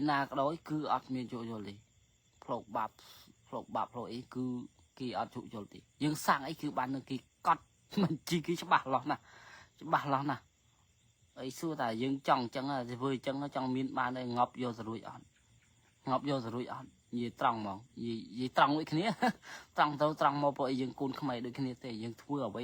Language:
Khmer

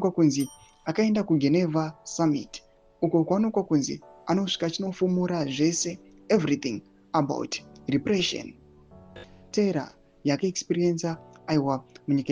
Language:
Shona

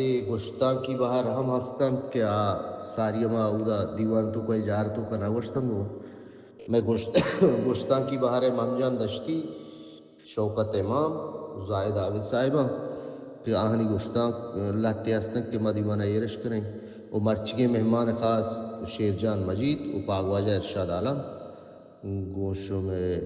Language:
Baluchi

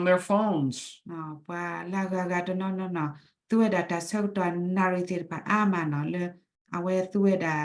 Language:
S'gaw Karen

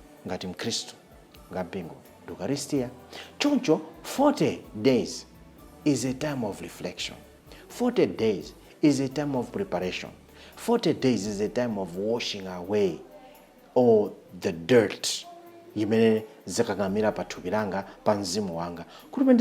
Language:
Nyanja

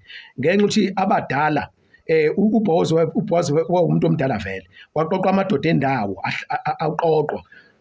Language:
Zulu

